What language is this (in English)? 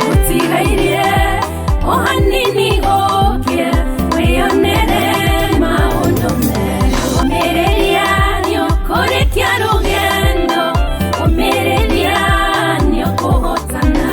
Kikuyu